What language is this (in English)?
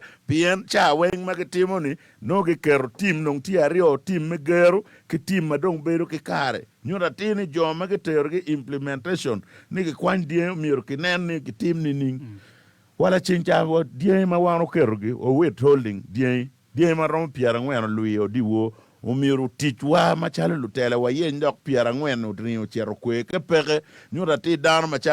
Acoli